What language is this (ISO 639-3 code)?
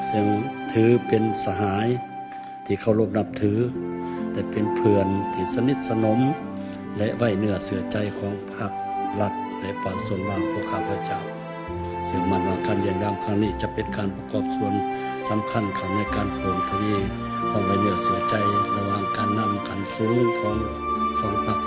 lao